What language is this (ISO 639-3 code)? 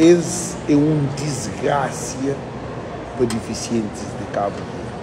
kea